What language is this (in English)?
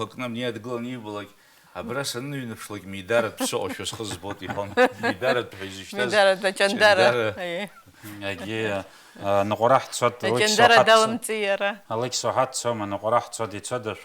Abkhazian